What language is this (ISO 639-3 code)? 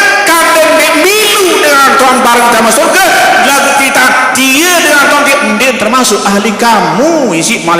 sas